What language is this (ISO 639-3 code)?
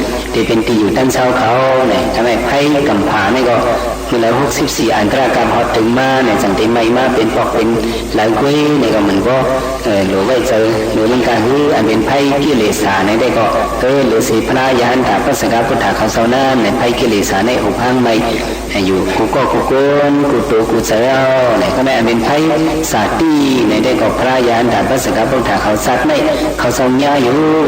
shn